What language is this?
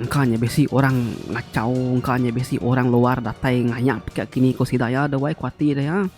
Iban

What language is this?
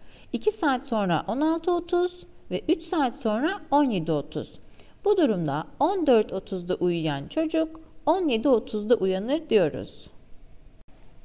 Turkish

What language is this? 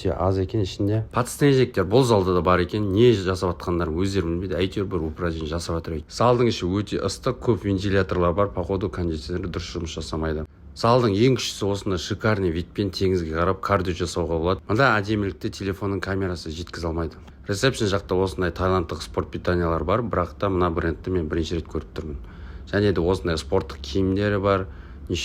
Kazakh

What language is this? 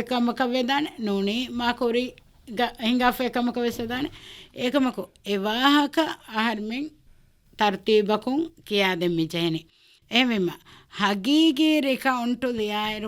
Divehi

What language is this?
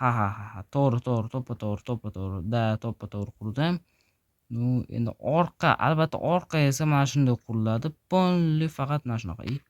Uzbek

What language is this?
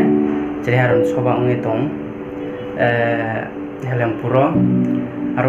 Riang (India)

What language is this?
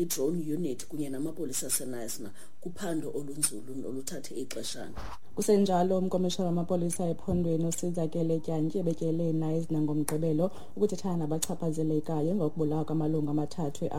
Xhosa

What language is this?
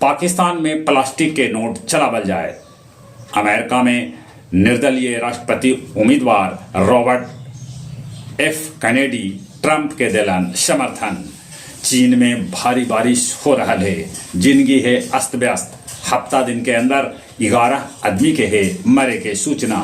Magahi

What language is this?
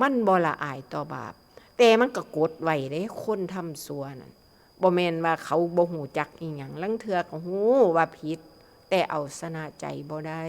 Northeastern Thai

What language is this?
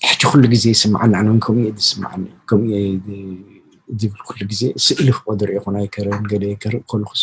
Tigrinya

